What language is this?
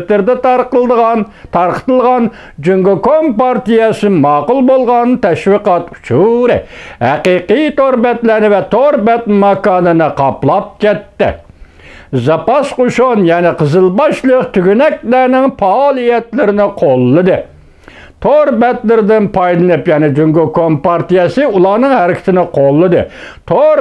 Uyghur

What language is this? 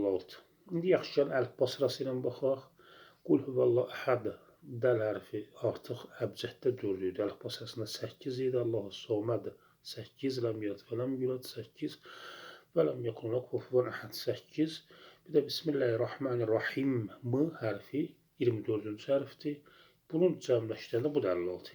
Azerbaijani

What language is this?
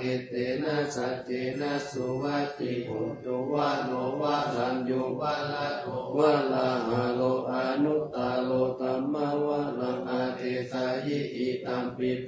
Pali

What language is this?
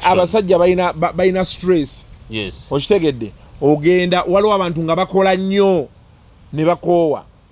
Ganda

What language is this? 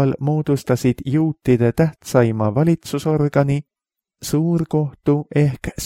Estonian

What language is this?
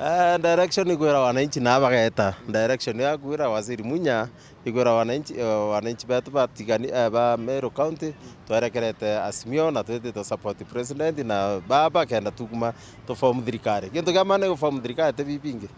Meru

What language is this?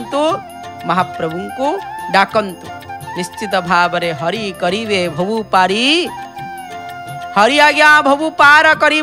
Odia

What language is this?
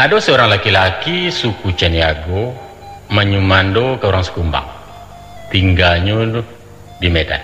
Minangkabau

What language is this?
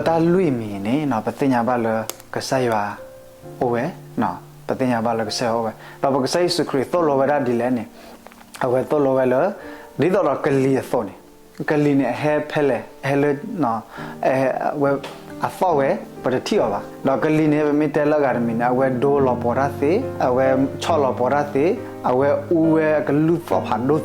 S'gaw Karen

